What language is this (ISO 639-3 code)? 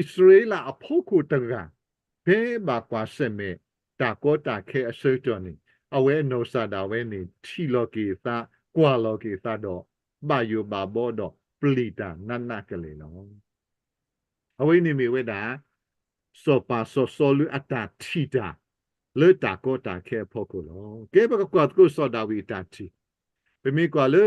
ksw